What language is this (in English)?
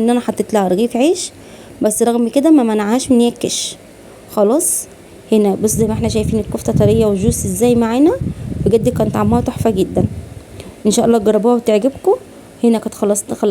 Egyptian Arabic